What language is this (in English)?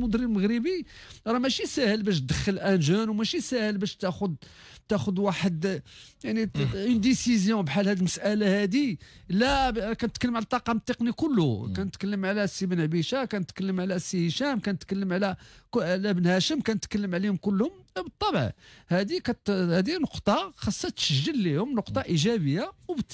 Moroccan Arabic